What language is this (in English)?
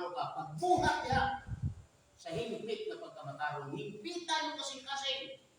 Cebuano